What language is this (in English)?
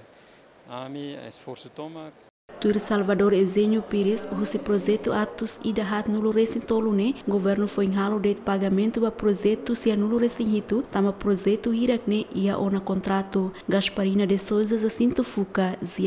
Tetum